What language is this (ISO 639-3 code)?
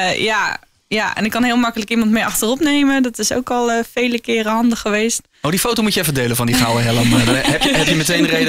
nld